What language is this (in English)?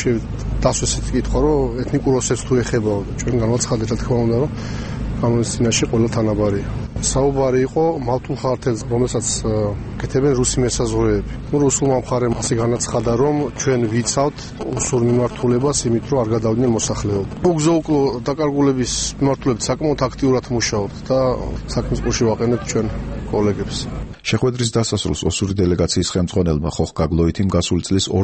Georgian